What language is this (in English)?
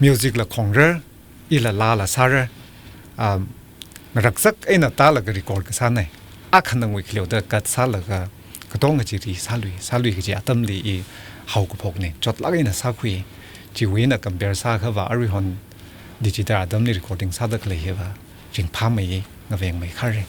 Tangkhul Naga (India)